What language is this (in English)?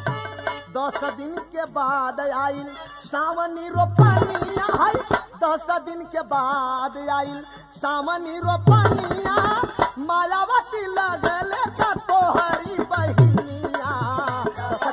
Bhojpuri